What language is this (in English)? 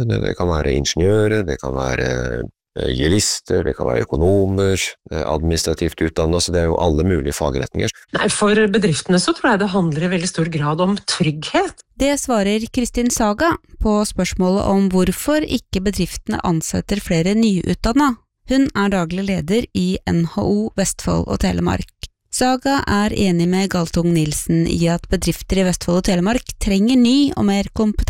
Norwegian